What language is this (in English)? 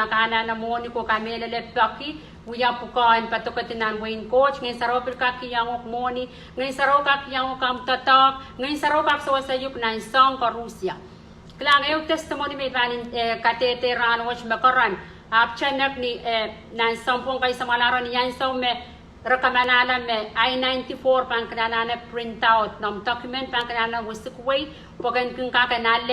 Pohnpeian